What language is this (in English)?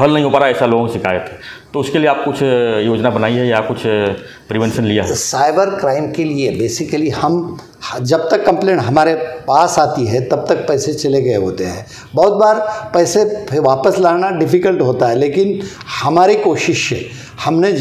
Hindi